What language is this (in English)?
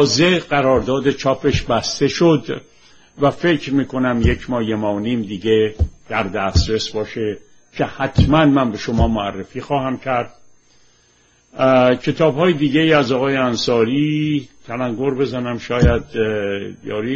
Persian